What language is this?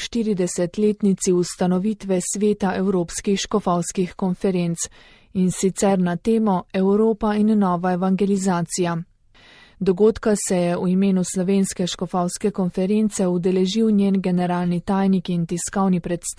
Slovenian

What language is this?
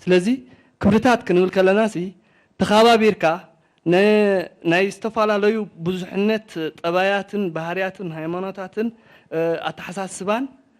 Tigrinya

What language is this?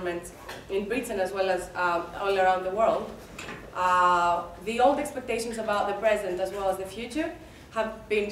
English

